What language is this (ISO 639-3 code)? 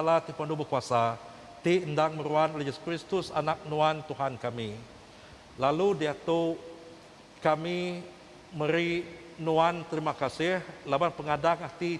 iba